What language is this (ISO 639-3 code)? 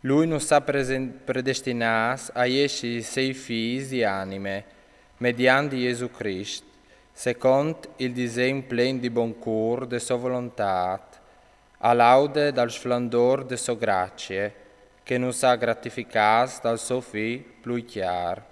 fur